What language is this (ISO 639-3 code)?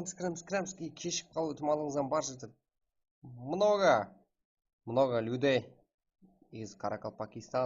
kaa